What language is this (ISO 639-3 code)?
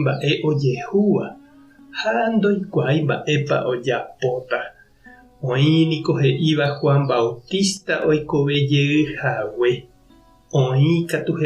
grn